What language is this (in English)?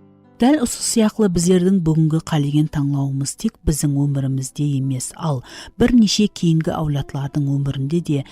Kara-Kalpak